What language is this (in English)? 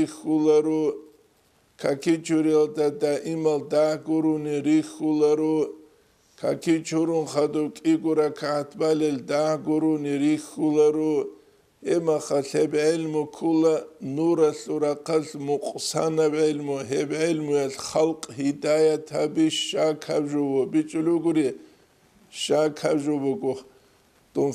Avaric